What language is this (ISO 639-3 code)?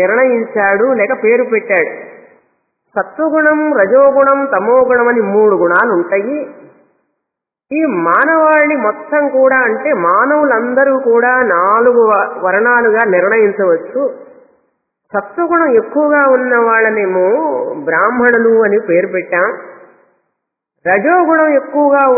tel